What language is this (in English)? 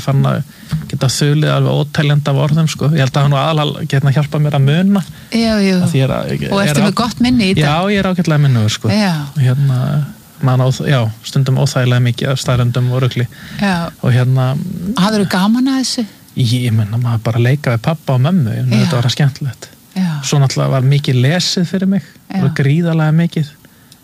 Icelandic